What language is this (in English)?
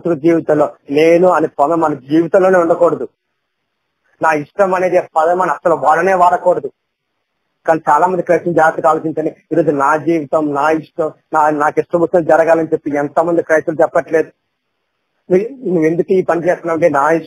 Telugu